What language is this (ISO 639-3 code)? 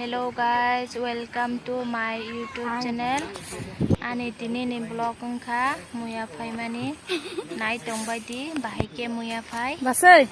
trp